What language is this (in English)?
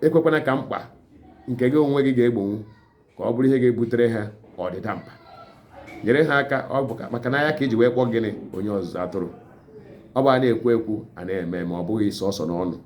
Igbo